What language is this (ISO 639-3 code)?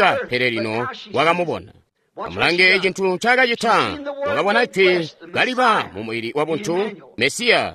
toi